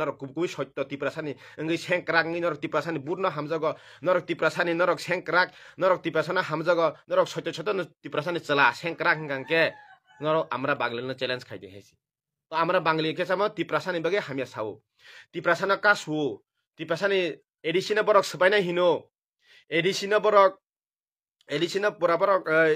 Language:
Kok Borok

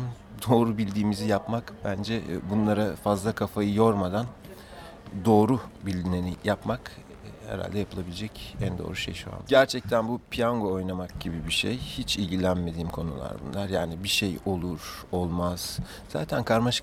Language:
Turkish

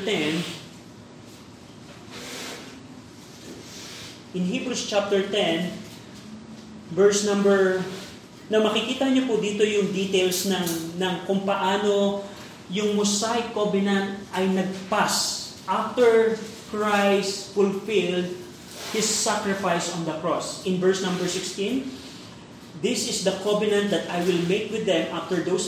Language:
Filipino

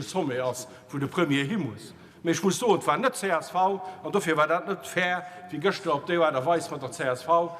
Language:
Luxembourgish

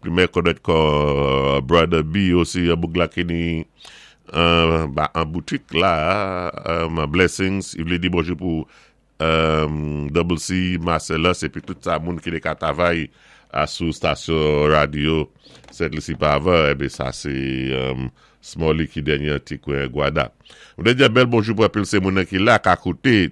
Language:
Saint Lucian Creole French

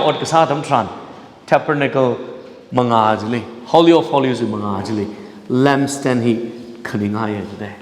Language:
Tangkhul Naga (India)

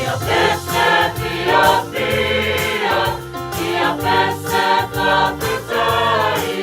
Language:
Samoan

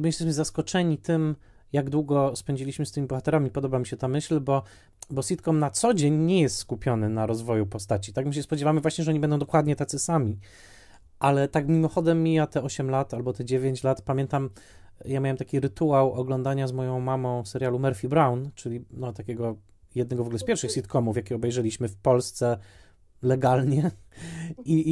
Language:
Polish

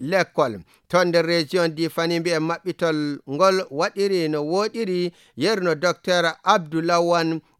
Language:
Nigerian Fulfulde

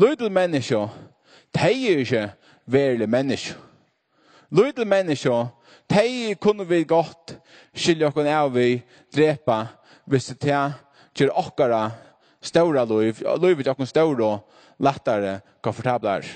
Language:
Faroese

